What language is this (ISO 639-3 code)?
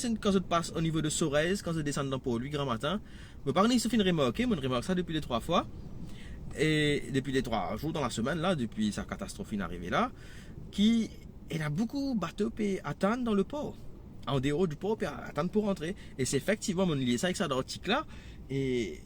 mfe